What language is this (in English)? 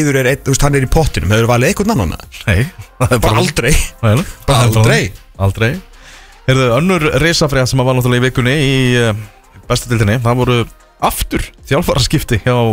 Icelandic